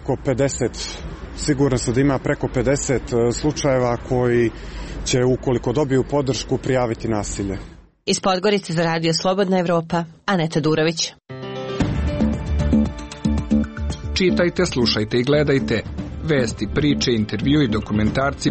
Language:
Serbian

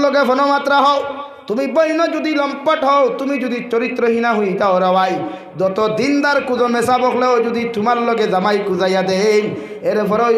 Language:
Sylheti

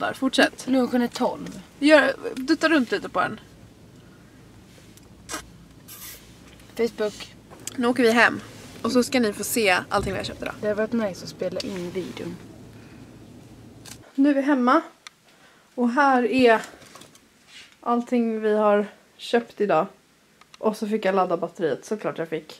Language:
Swedish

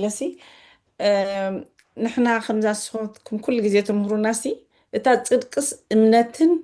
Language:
Tigrinya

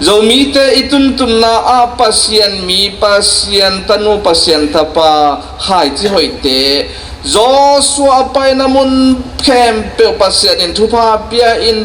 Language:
Tedim Chin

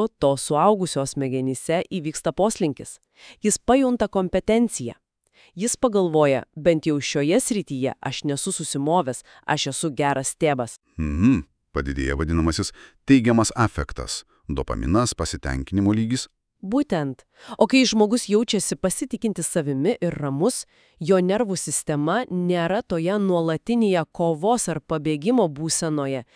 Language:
Lithuanian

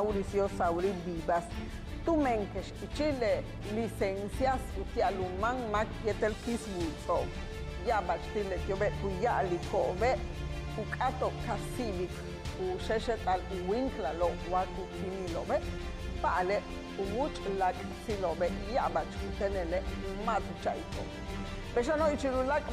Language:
Yucateco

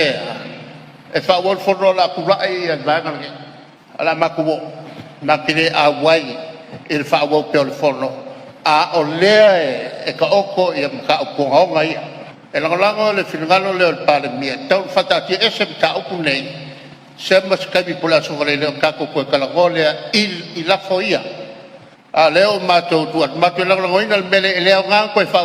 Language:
Samoan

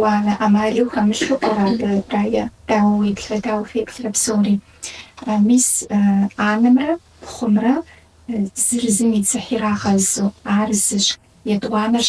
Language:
Kabardian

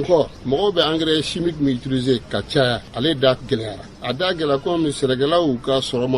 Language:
Bambara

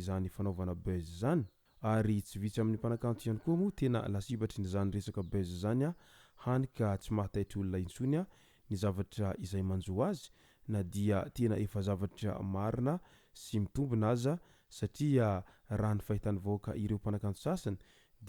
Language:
Malagasy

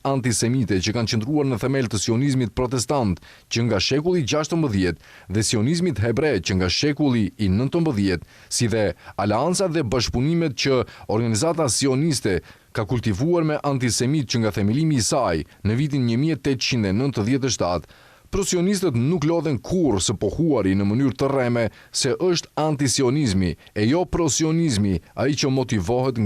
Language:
Albanian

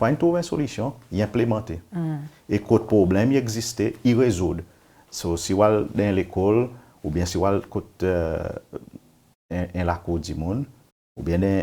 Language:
Seselwa Creole French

